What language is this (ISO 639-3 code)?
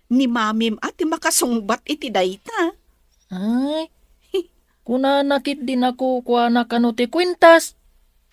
ilo